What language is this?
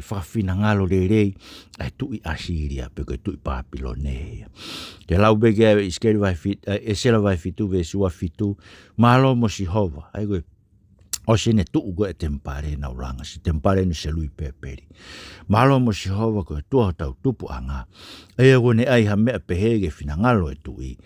Tongan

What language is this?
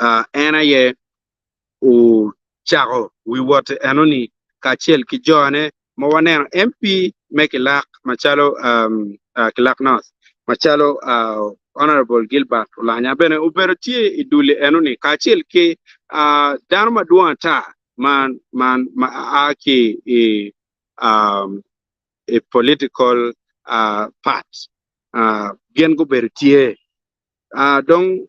Acoli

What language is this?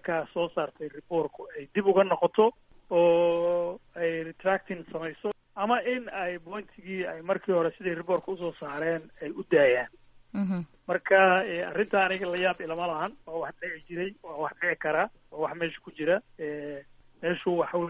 Somali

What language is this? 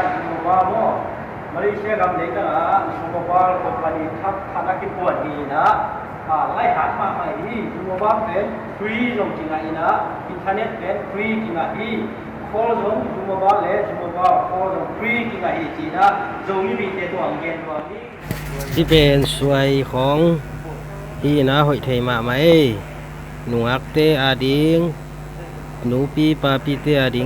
Tedim Chin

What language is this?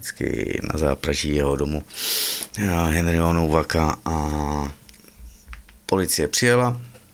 Czech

